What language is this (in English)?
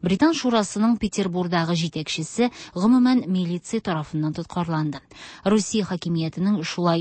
Tatar